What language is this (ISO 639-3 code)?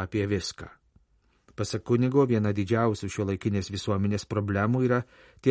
lit